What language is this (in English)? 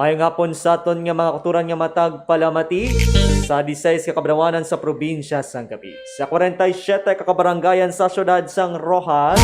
Hiligaynon